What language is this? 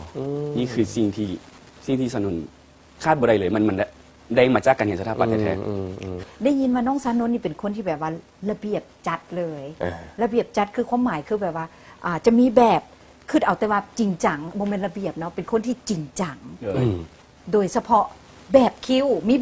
Lao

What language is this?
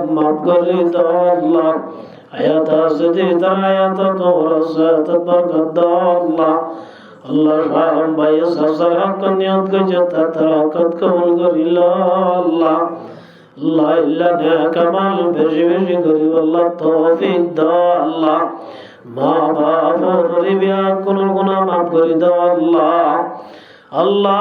Rohingya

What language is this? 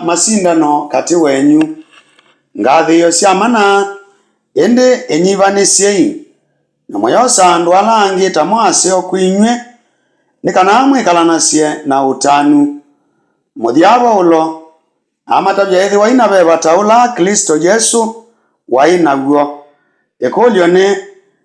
Kamba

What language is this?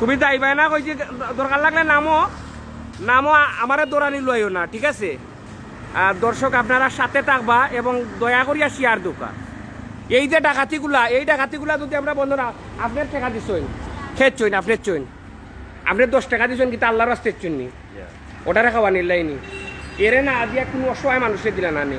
Sylheti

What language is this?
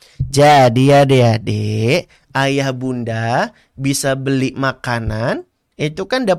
Indonesian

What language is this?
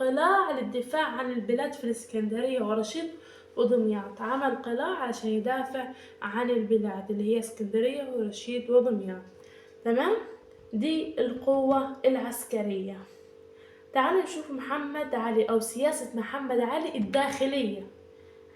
Egyptian Arabic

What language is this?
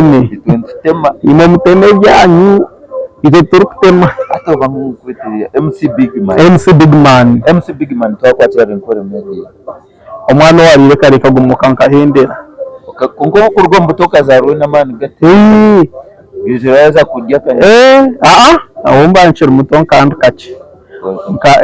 Nyankole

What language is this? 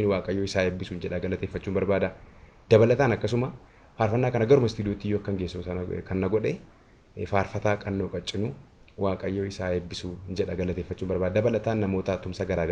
Oromo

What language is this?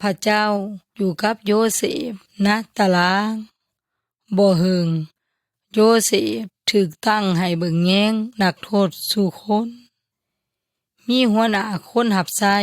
Yoy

